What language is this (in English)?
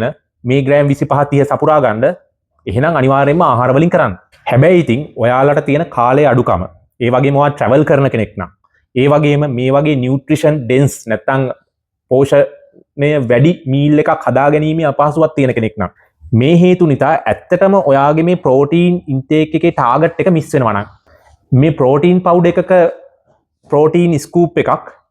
Sinhala